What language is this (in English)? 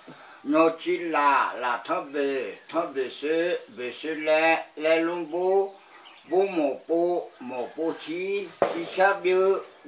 Akha